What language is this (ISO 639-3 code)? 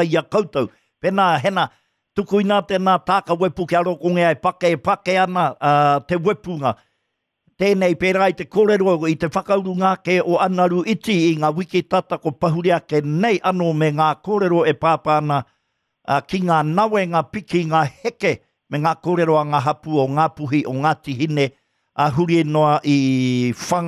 mri